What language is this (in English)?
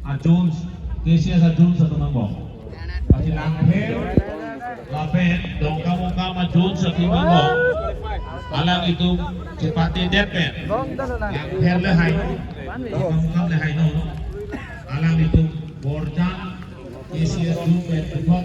Karbi